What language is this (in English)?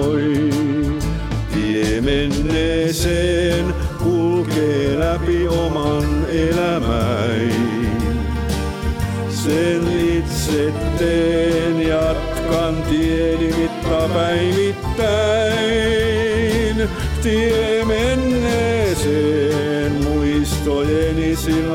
Finnish